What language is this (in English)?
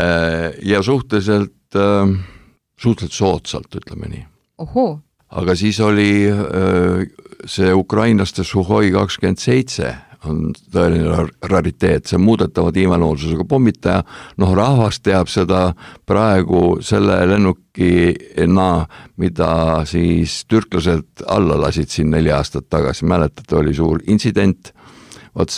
Estonian